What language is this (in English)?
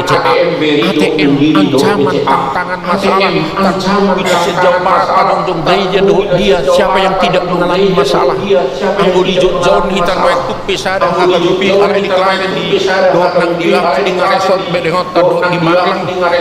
Batak Toba